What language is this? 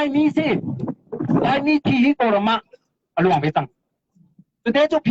Hakha Chin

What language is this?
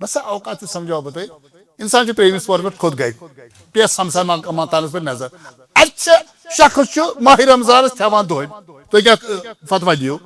Kashmiri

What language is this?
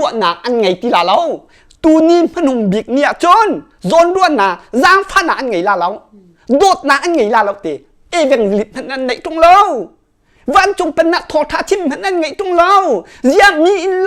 Hakha Chin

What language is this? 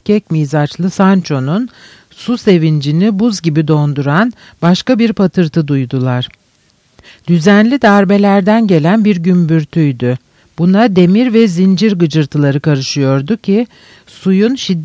Turkish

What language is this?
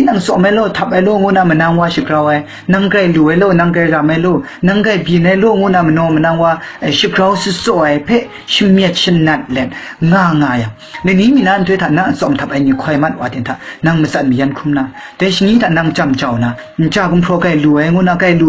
Kachin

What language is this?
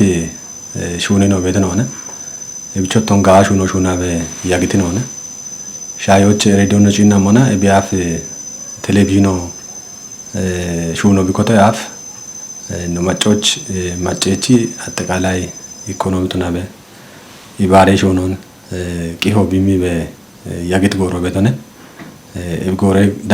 Kafa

